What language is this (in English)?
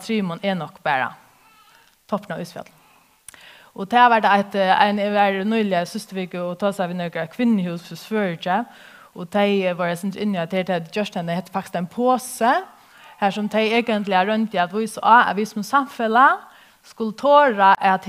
Faroese